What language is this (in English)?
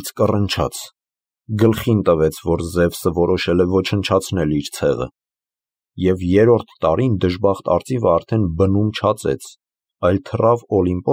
Armenian